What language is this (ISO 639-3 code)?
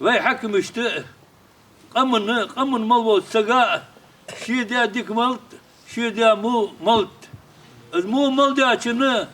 inh